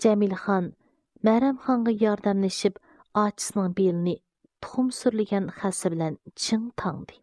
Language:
Uyghur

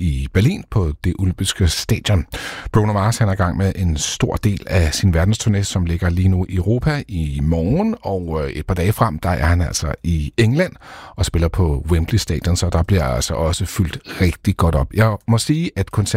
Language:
Danish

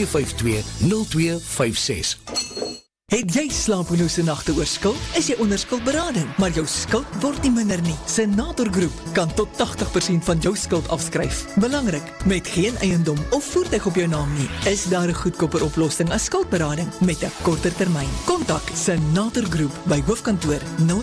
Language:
Afrikaans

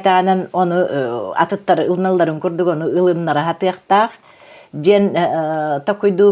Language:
Yakut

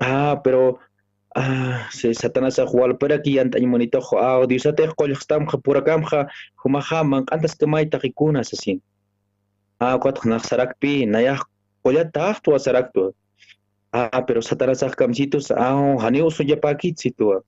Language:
Aymara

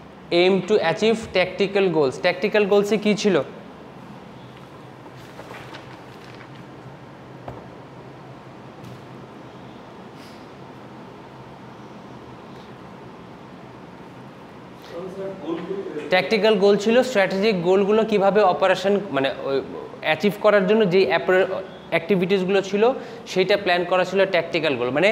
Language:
Bangla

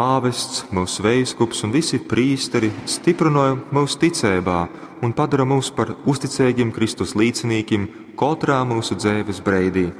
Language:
Latgalian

